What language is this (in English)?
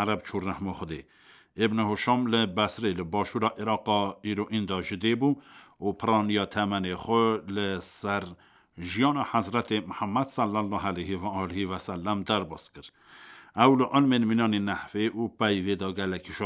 Kurdish